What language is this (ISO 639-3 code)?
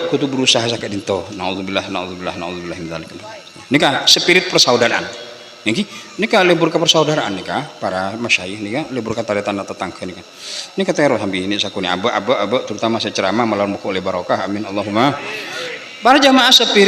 mad